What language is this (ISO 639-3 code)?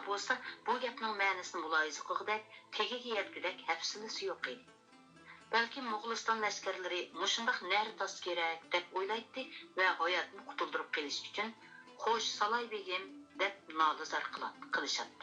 uig